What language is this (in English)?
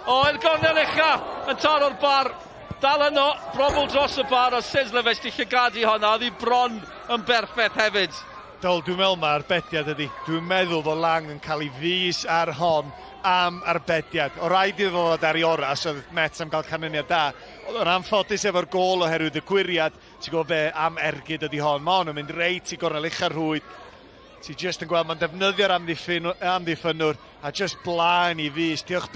Welsh